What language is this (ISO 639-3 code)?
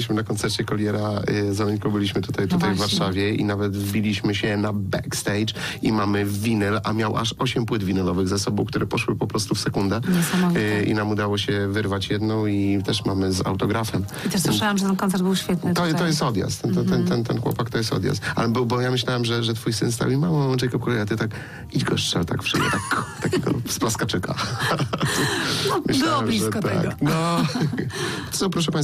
pol